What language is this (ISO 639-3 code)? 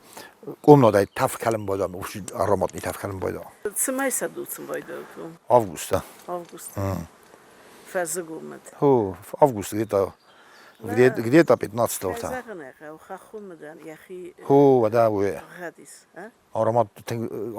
oss